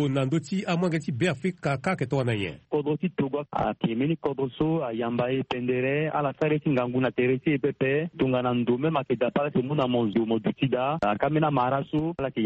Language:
Sango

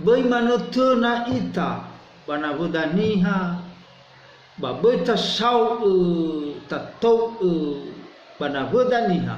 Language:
Nias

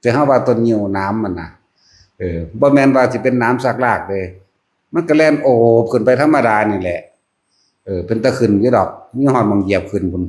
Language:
Northeastern Thai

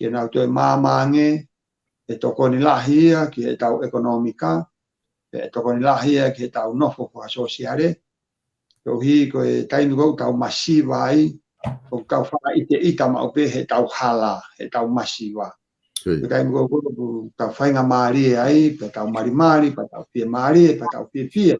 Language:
Tongan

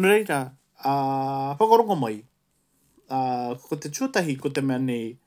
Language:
Māori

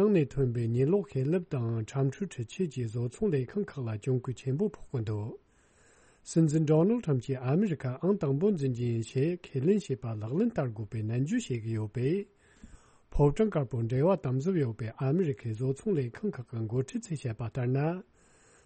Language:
Tibetan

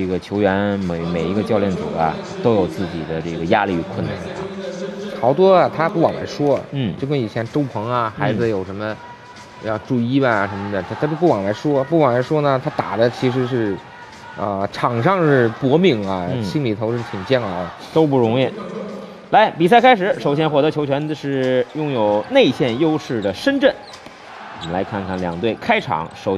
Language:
Chinese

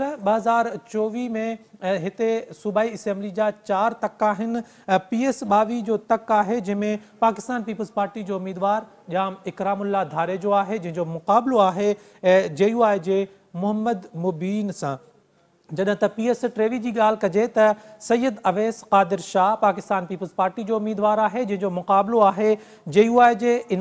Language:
Sindhi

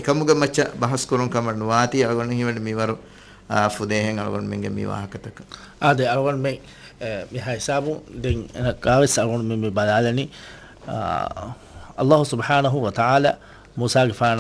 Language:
Divehi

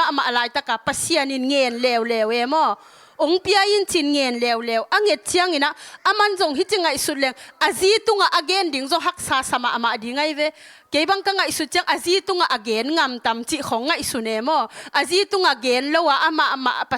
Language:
Tedim Chin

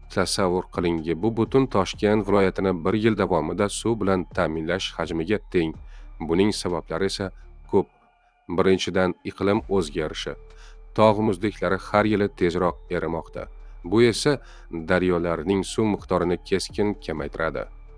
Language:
Uzbek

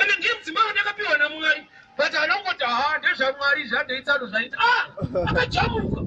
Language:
Shona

